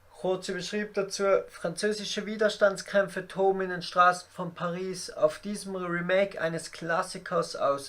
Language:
Swiss German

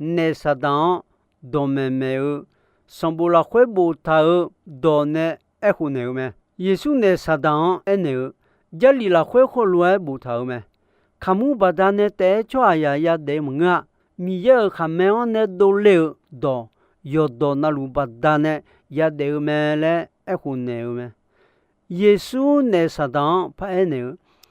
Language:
Akha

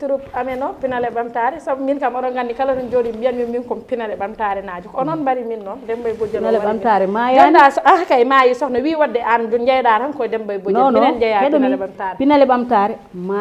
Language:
Fula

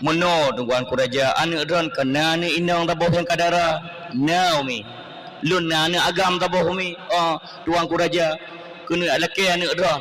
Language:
Achinese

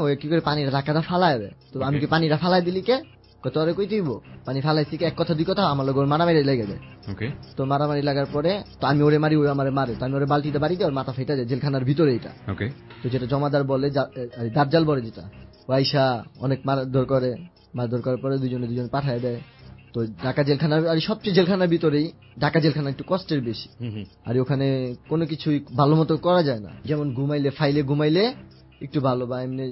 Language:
Bangla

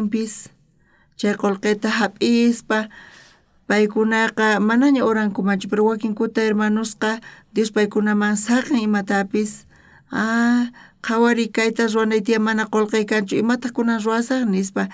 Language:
South Bolivian Quechua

